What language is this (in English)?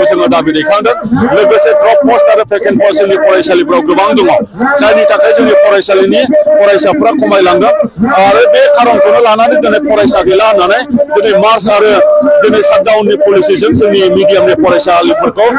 Bodo